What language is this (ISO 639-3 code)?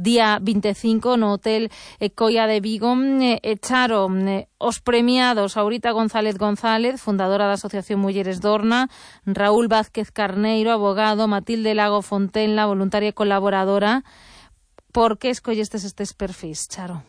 glg